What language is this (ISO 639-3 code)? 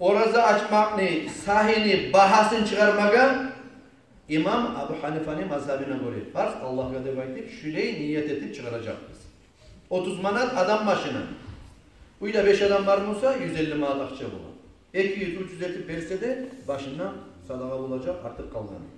kum